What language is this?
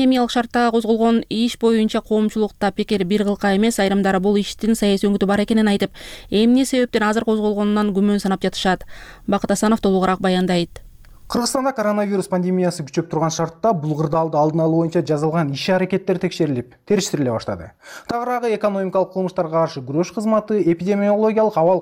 Kyrgyz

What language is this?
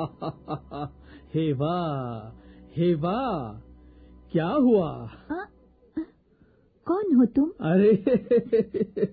Hindi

